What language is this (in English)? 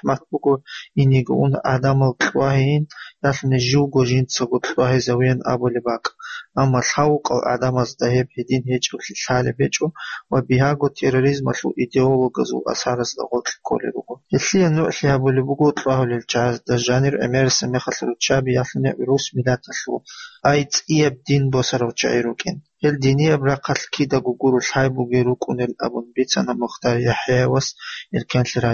Avaric